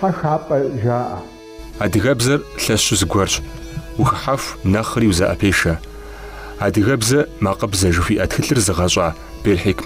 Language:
Kabardian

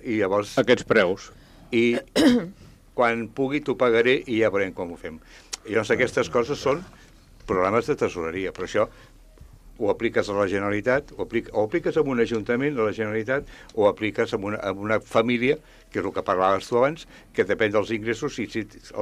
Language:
Catalan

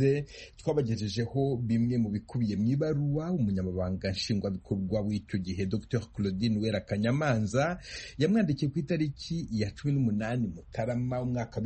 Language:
Kinyarwanda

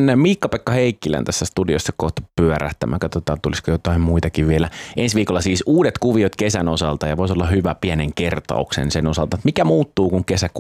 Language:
Finnish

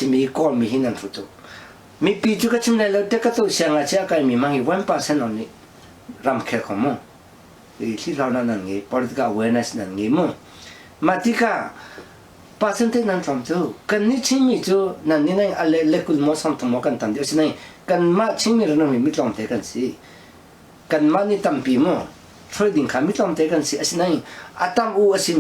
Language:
Hakha Chin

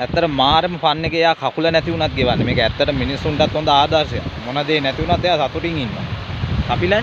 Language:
Sinhala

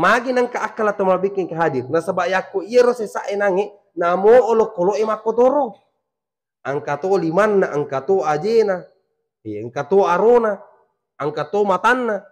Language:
Buginese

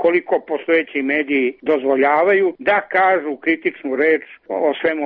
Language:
Serbian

